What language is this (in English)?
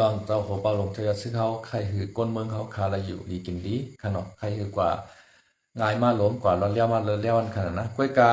Shan